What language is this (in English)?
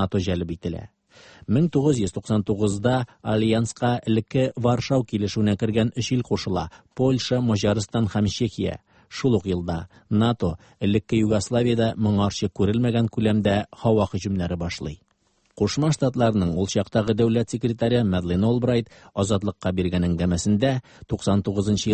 Tatar